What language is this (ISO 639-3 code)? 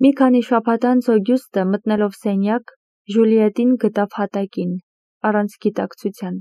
hye